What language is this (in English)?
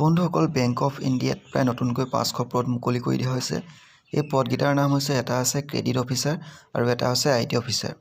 Assamese